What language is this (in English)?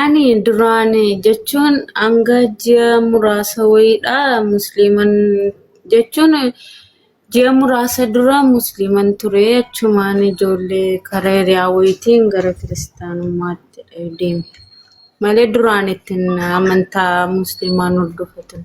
Oromo